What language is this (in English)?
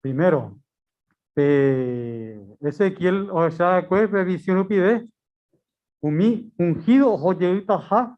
Guarani